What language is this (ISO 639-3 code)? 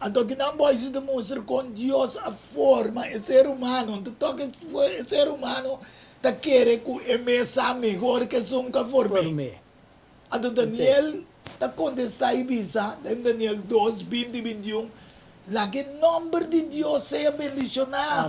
pap